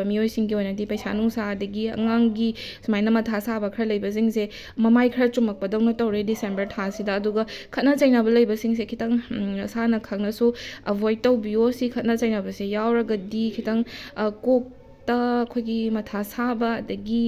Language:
Manipuri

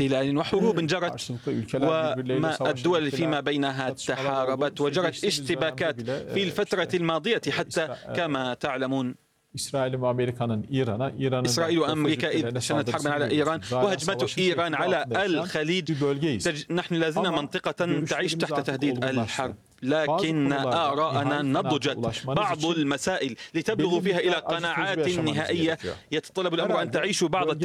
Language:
Arabic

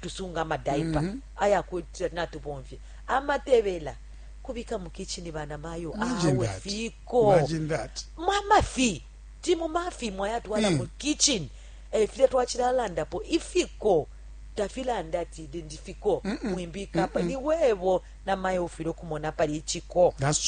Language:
Bemba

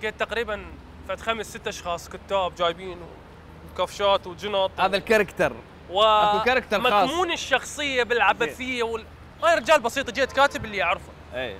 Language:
Mesopotamian Arabic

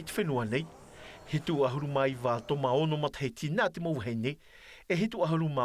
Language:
Tahitian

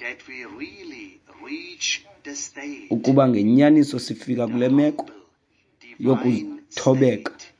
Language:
Xhosa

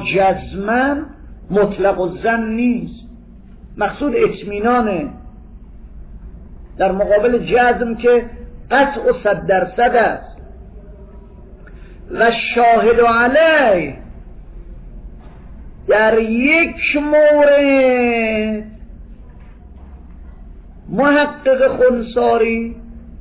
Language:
Persian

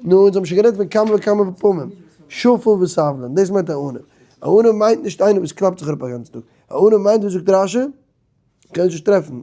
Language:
Yiddish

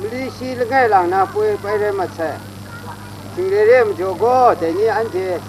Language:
Kachin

